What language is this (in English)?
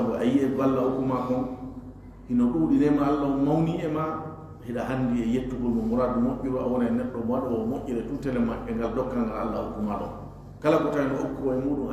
Fula